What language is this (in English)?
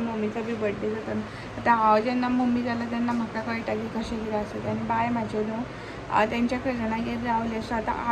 Konkani